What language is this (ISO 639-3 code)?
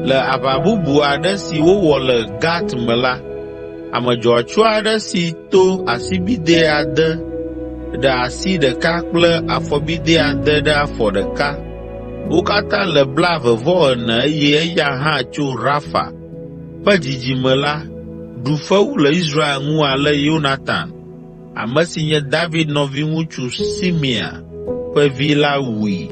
ewe